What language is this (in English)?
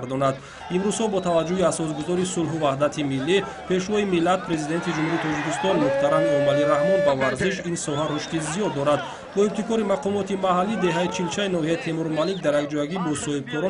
Tajik